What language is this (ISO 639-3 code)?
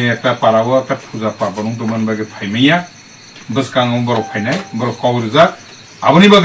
trp